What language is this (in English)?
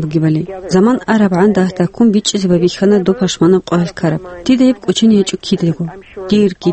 Avaric